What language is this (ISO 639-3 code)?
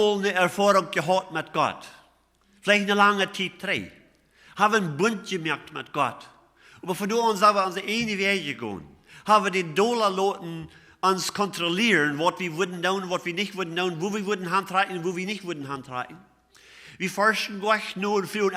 pdt